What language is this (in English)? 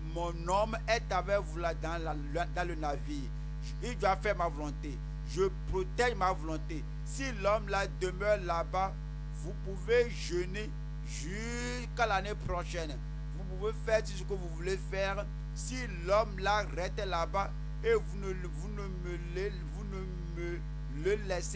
French